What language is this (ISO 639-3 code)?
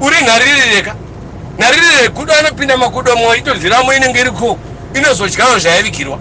sna